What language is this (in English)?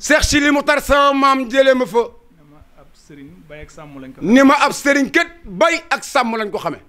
Wolof